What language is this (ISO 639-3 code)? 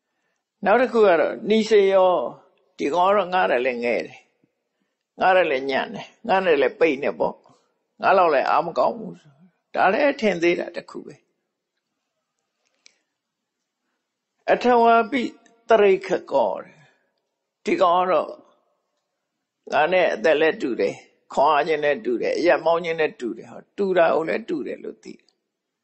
mya